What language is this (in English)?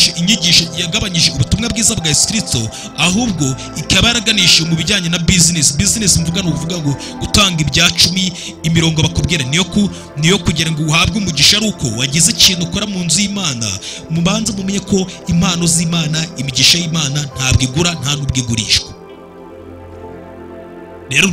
Kinyarwanda